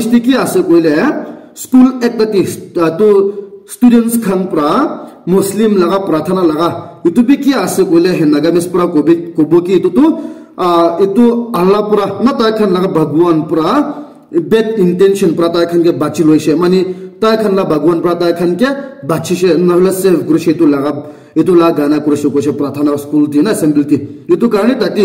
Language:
Naga Pidgin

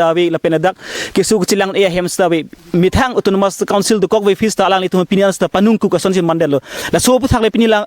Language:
Karbi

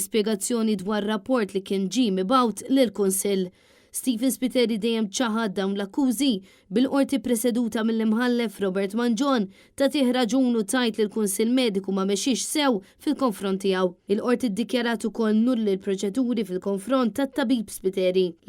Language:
Maltese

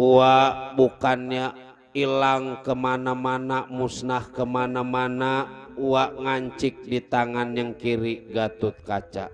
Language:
Betawi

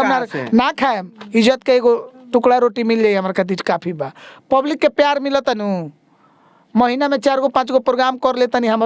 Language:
Bhojpuri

